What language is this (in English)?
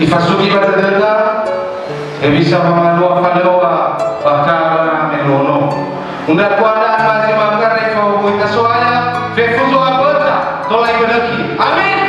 Nias